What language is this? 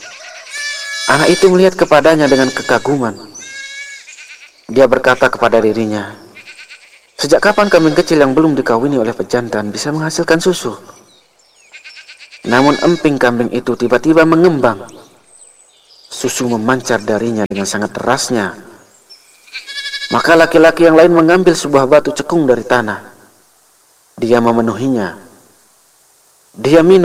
Indonesian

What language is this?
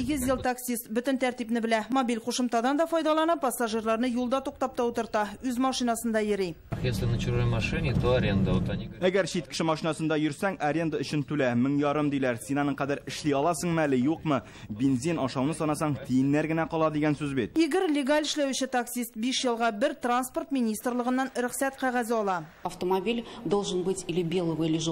Tatar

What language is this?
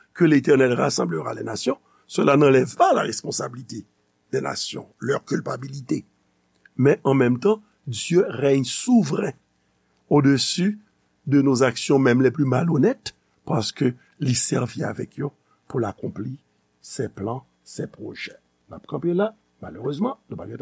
Haitian Creole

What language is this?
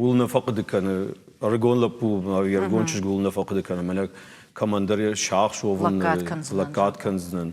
Ossetic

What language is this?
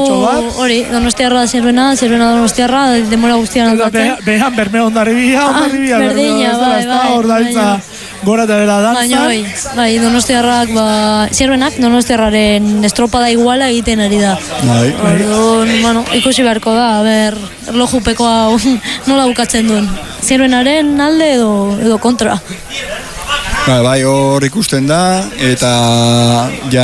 Basque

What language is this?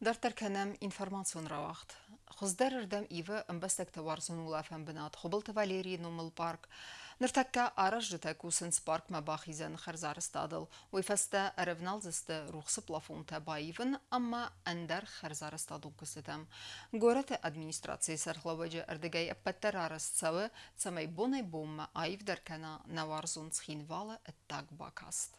Ossetic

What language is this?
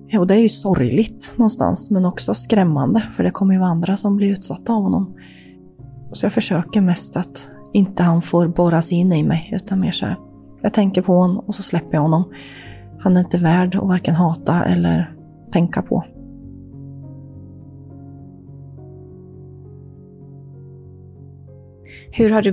Swedish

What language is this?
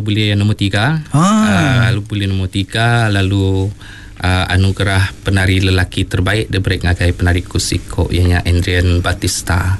Iban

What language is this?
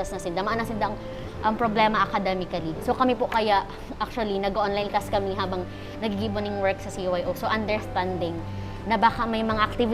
Bikol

